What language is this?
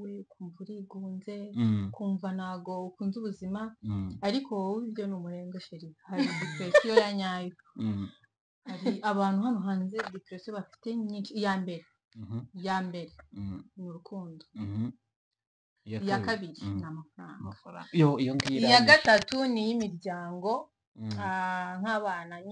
Kinyarwanda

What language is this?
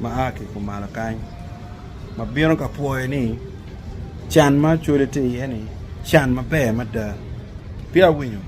Acoli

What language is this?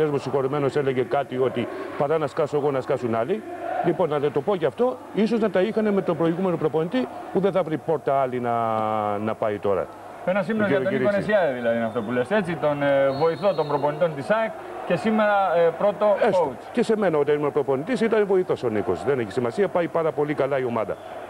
Greek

